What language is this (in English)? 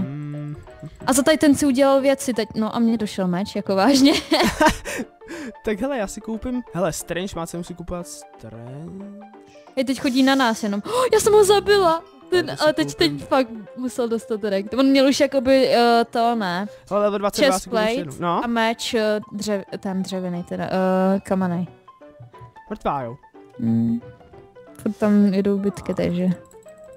Czech